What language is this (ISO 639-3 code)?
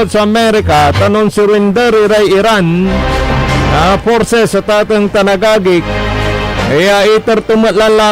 pag